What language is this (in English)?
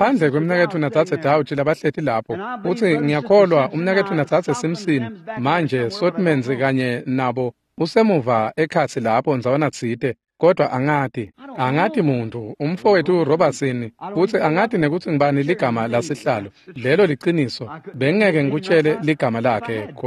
Swati